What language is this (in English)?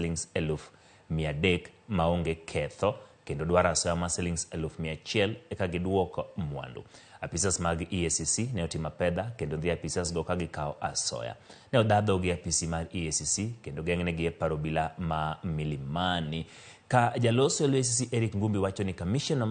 Luo (Kenya and Tanzania)